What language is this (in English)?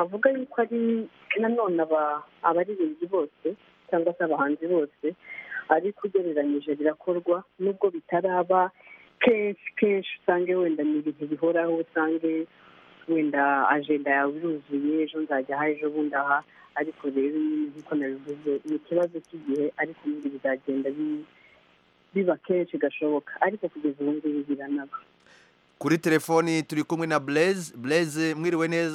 Kinyarwanda